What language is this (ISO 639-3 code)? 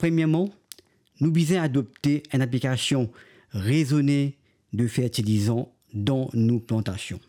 mfe